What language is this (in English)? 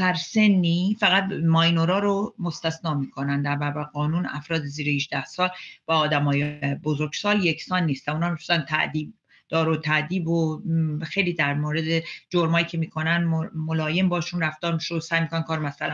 Persian